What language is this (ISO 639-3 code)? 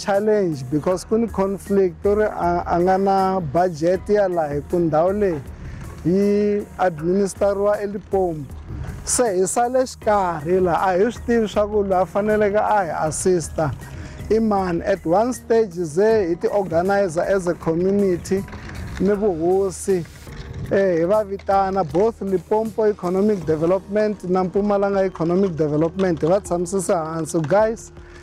tso